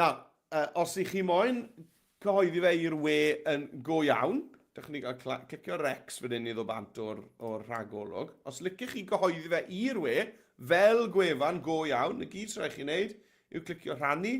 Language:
Welsh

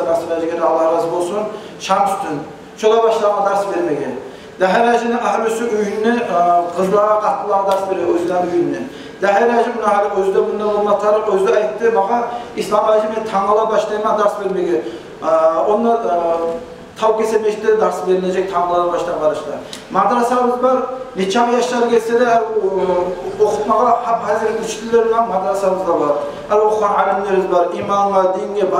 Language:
Kumyk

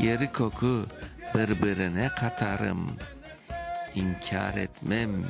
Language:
Crimean Tatar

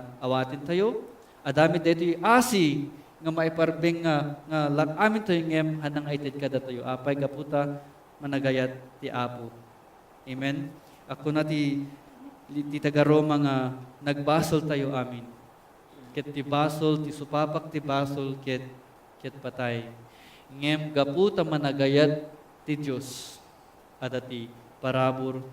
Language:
Iloko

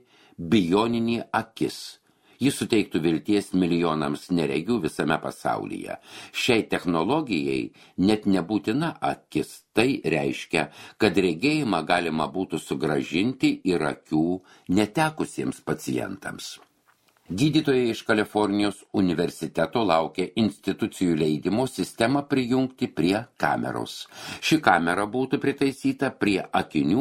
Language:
Lithuanian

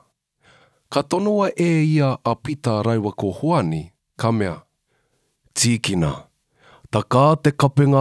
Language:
Māori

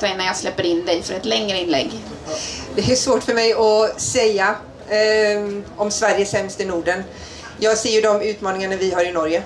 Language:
Swedish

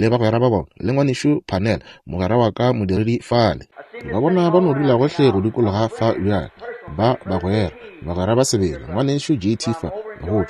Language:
Northern Sotho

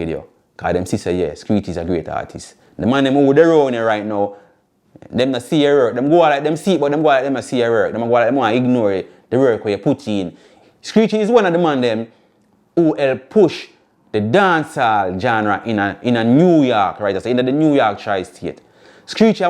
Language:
Jamaican Creole English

